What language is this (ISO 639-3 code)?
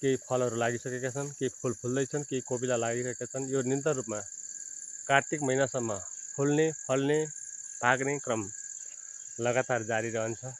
nep